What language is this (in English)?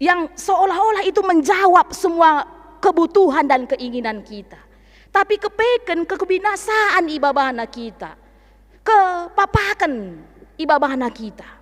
Batak Karo